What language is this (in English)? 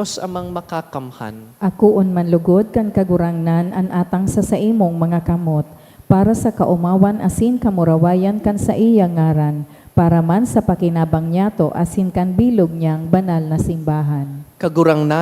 Bikol